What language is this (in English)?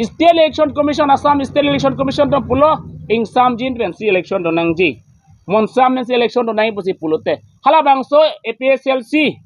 Karbi